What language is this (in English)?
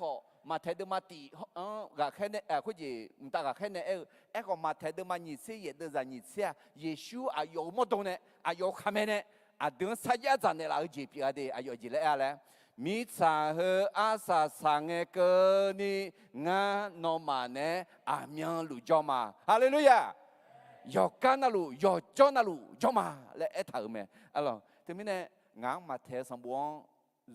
Akha